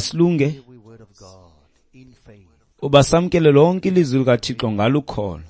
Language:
Xhosa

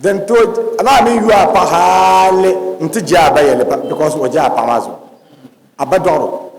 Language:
Dagbani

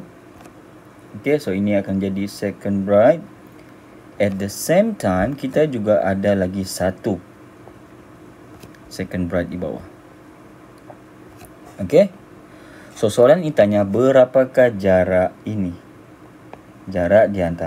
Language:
Malay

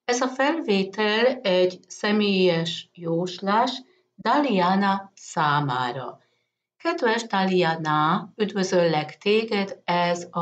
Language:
Hungarian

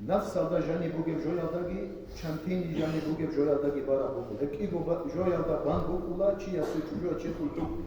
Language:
Avaric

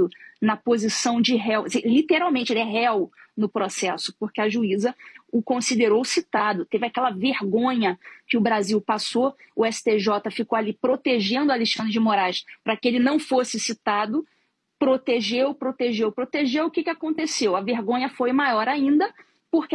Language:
Portuguese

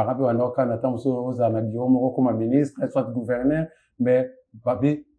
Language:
Lingala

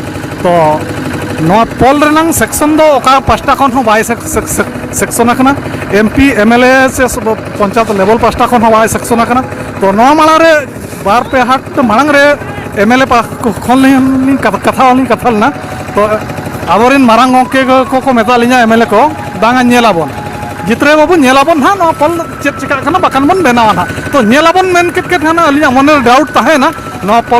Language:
Santali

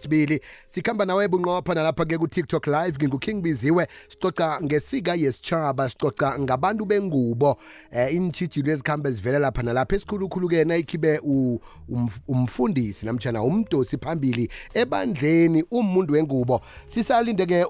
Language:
South Ndebele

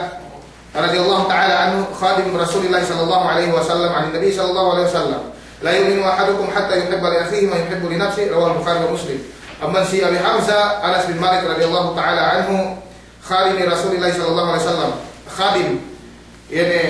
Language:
Yakan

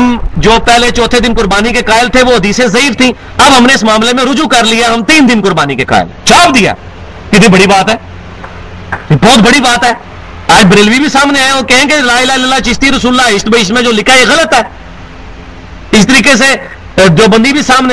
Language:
Urdu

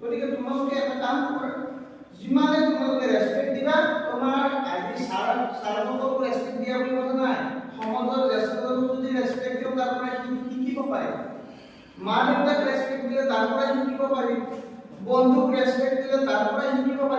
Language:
Assamese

